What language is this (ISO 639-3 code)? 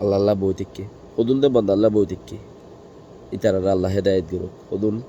rhg